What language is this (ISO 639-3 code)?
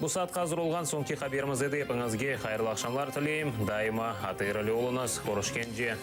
crh